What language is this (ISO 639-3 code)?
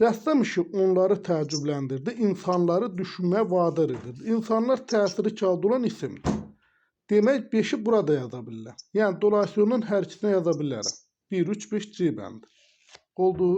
aze